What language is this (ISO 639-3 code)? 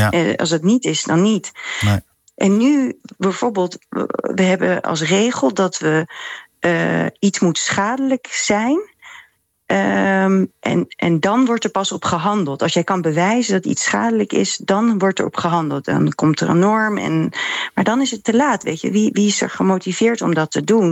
nld